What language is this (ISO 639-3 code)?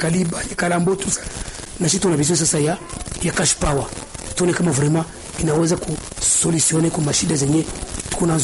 swa